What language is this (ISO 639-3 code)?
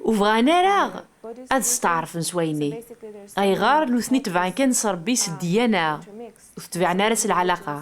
kab